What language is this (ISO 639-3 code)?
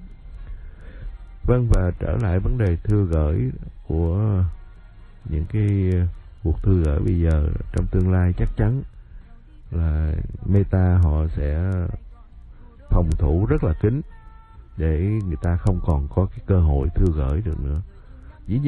vie